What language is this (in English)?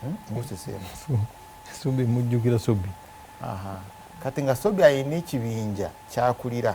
Ganda